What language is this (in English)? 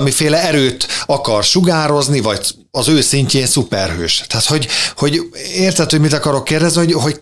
Hungarian